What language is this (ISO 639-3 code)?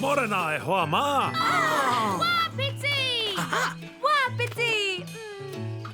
mri